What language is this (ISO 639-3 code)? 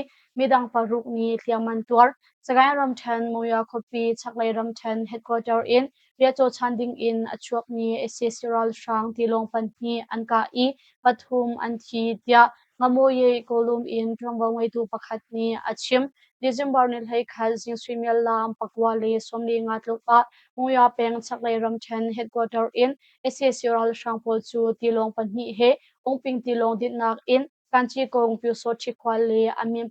cnh